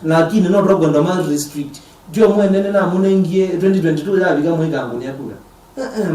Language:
Kamba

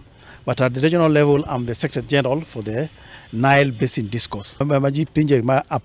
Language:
Luo (Kenya and Tanzania)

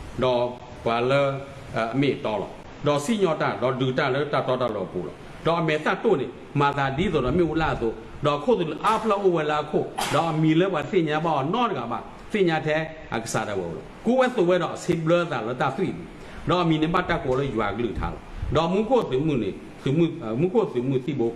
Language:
S'gaw Karen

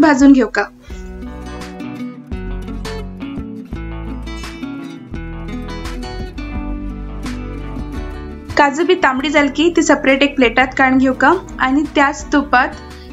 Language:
Konkani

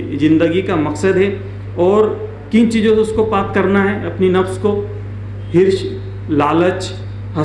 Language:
Urdu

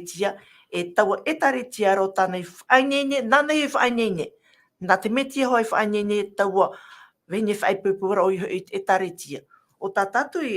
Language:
Tahitian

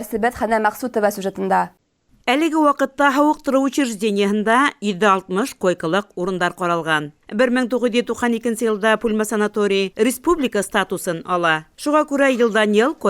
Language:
Bashkir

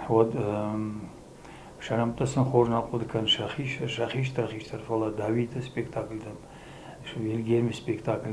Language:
Ossetic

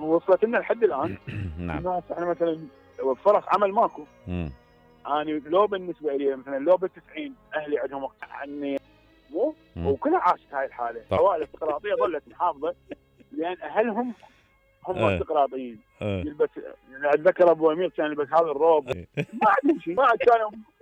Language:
Mesopotamian Arabic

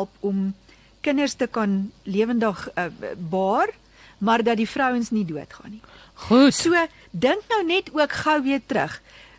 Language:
Afrikaans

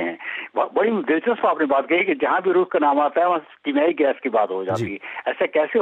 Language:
Urdu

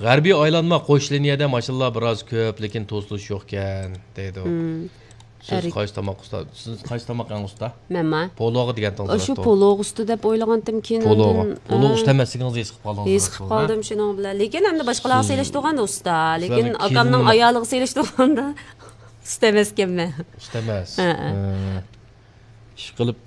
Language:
Uyghur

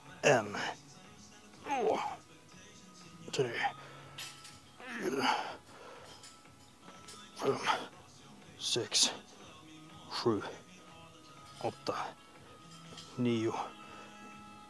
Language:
Swedish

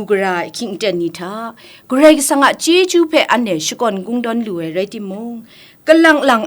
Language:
Kachin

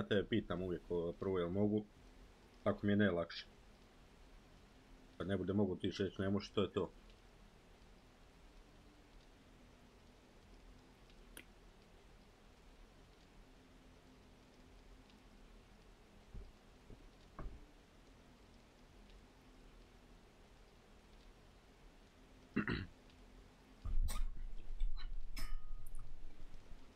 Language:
Croatian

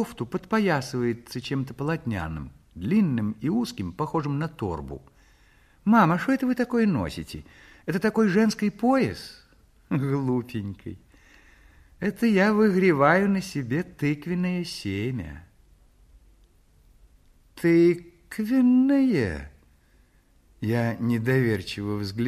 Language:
Russian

